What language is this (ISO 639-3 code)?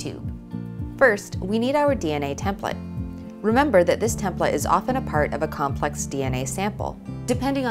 eng